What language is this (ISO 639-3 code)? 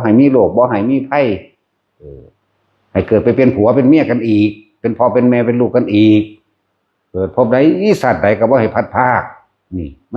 tts